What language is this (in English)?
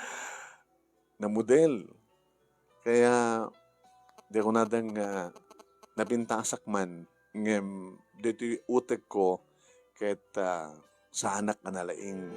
Iloko